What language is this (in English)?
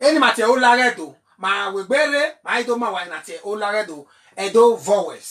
Bini